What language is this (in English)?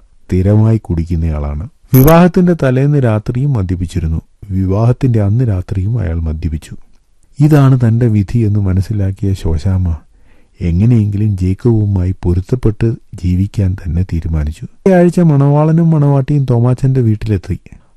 Malayalam